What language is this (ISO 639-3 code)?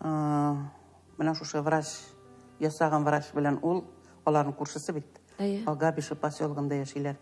tat